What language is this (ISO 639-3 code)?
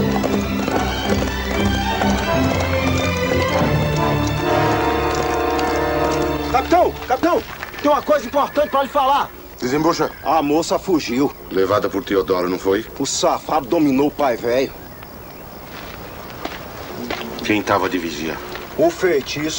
por